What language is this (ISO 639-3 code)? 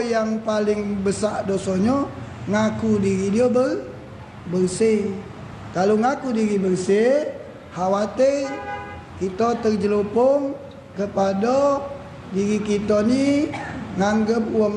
mui